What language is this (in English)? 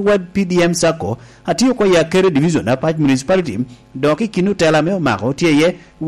Lango (Uganda)